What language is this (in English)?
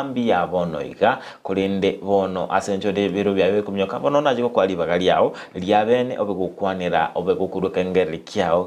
Gusii